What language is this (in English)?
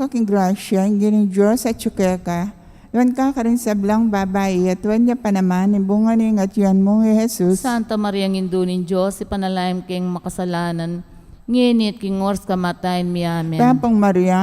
Pampanga